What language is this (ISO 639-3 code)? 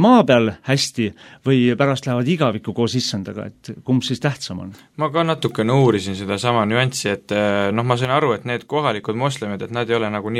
est